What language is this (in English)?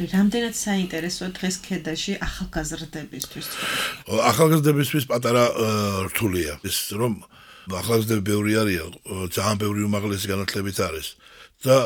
Georgian